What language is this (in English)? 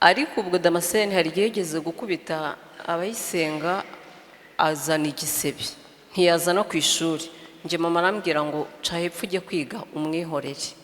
Kinyarwanda